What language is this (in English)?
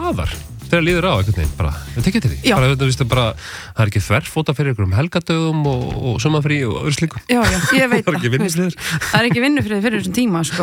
Icelandic